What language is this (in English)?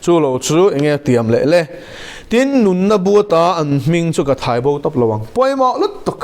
Mizo